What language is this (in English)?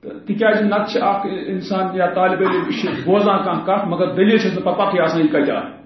Kashmiri